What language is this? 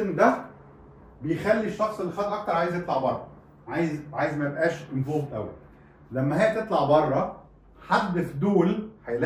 Egyptian Arabic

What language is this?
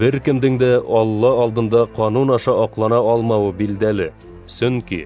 Bashkir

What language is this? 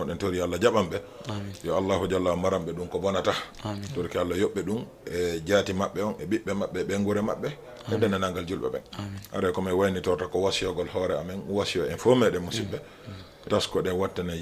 Fula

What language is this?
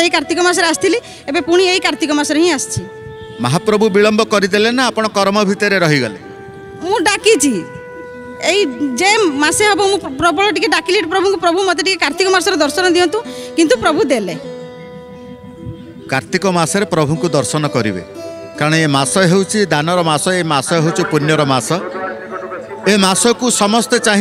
Odia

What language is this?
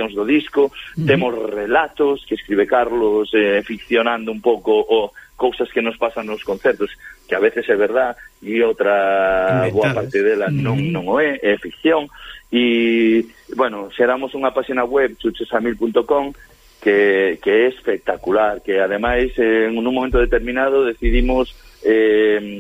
Galician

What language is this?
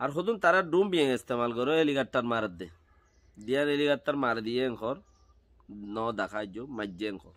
Rohingya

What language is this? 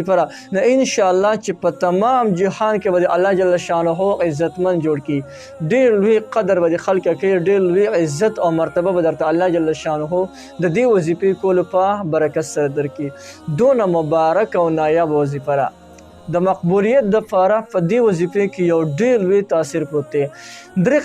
Pashto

